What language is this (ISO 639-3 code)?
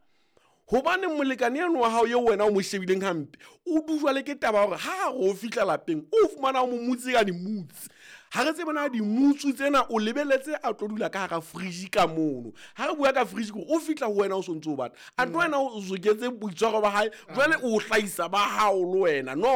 sot